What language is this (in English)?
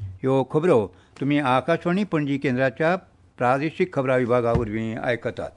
Konkani